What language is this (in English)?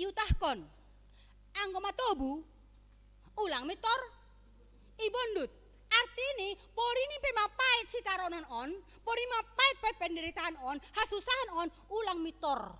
Batak Simalungun